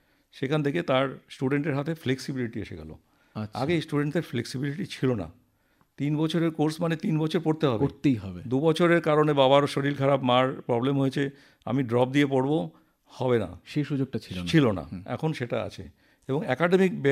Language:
Bangla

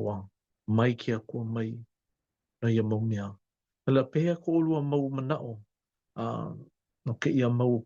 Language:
Hawaiian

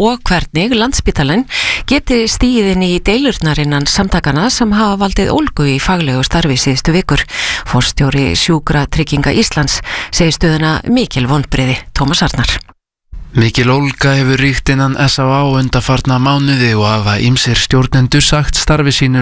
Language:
Icelandic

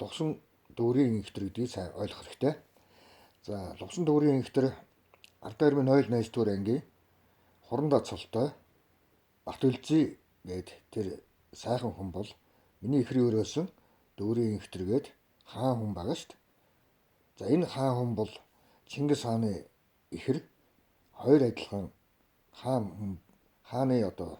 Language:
Mongolian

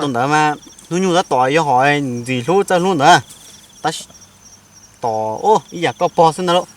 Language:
Hmong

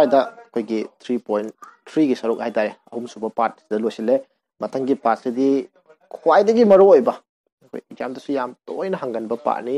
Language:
Manipuri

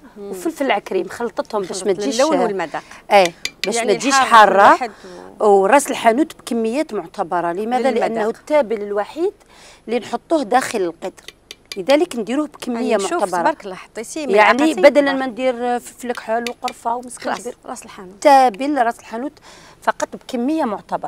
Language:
Algerian Arabic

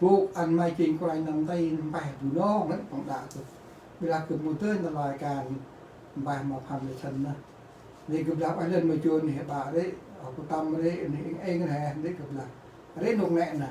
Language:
Central Mnong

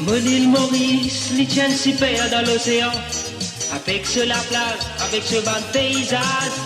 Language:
Morisyen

